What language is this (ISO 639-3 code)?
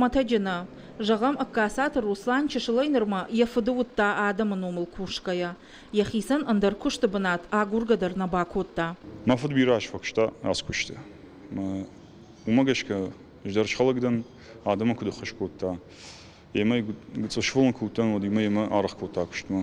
oss